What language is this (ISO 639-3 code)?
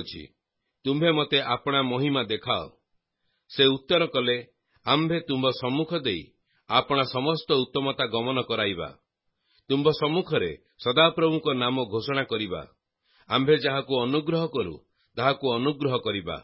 ori